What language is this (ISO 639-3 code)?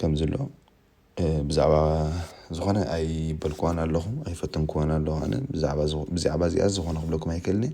tir